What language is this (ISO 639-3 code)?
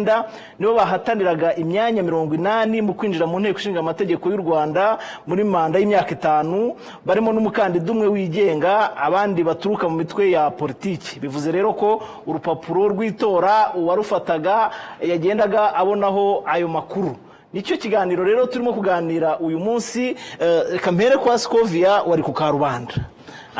kin